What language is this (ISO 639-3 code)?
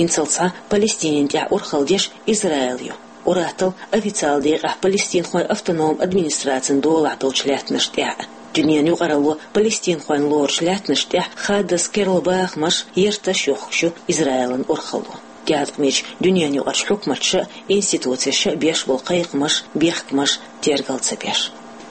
che